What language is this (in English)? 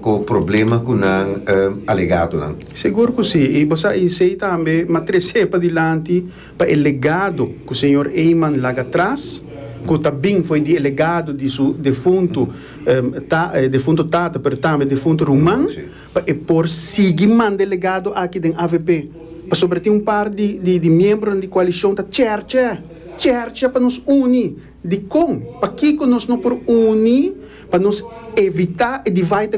Papiamento